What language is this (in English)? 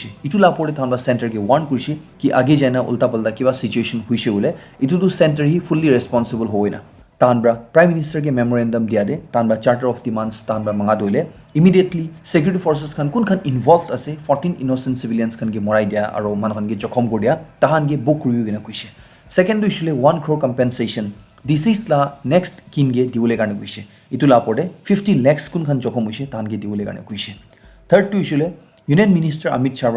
Naga Pidgin